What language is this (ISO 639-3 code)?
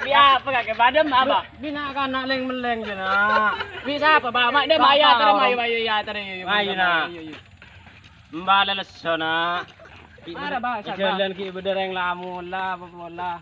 mad